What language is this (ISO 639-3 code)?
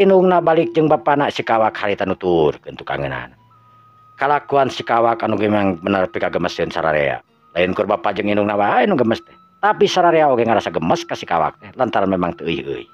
sun